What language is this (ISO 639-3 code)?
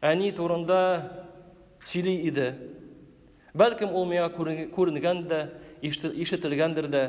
tat